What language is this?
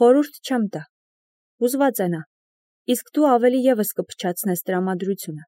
Armenian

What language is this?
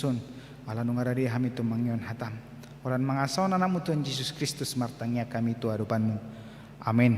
Batak Toba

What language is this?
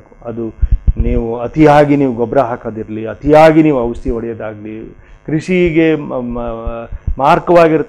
Kannada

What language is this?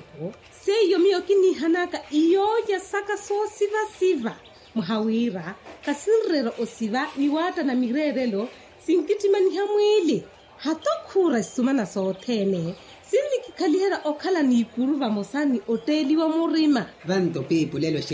Makhuwa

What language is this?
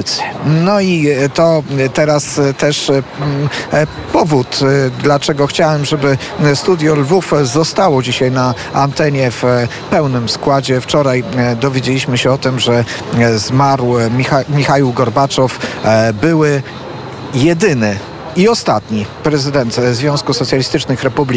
Polish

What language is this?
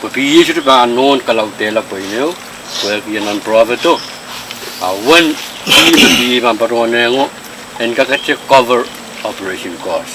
Pohnpeian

